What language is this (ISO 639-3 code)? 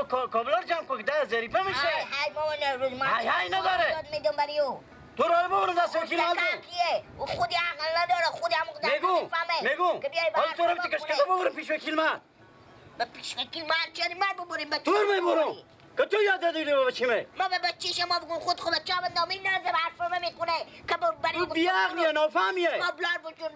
fas